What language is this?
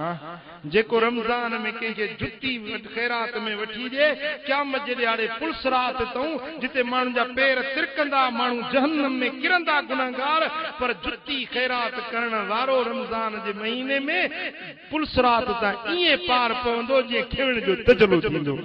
Sindhi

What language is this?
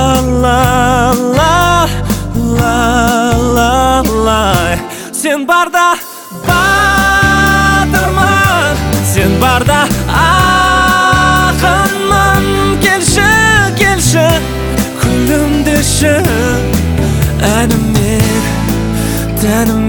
Kazakh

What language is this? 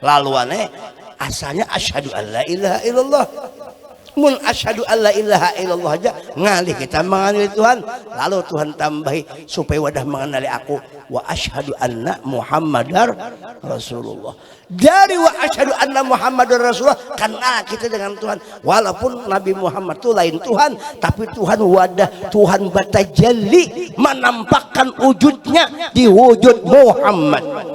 Banjar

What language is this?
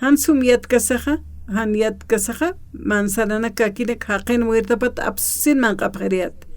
Aymara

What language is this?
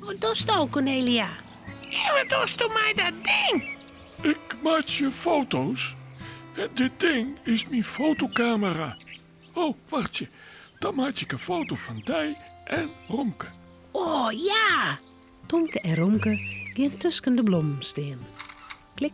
Western Frisian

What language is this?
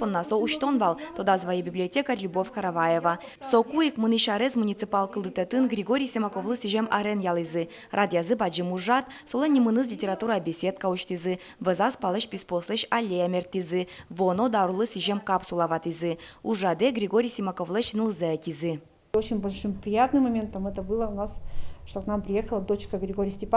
Udmurt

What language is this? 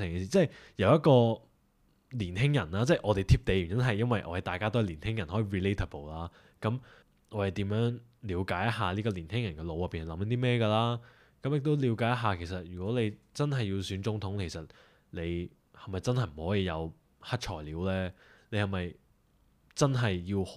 Cantonese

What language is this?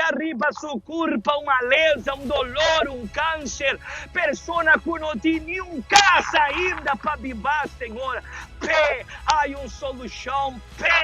Papiamento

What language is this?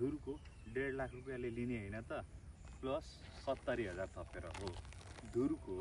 Nepali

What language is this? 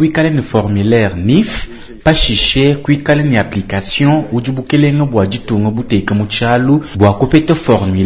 Luba-Lulua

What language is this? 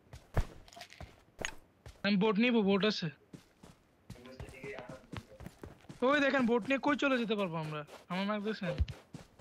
Bangla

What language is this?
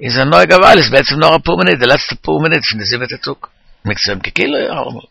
Yiddish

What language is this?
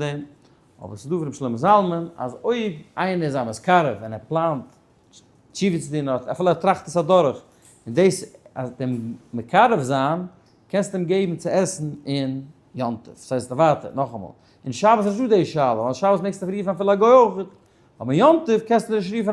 Yiddish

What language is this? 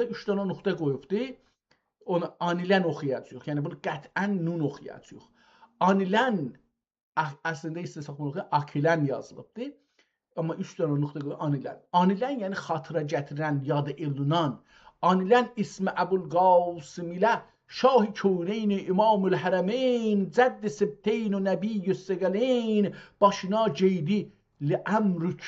South Azerbaijani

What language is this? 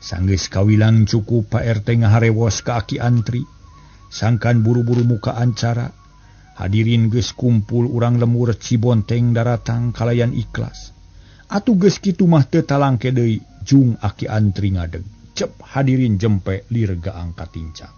Sundanese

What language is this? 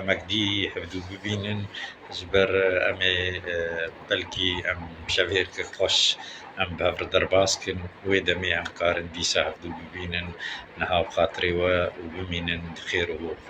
Kurdish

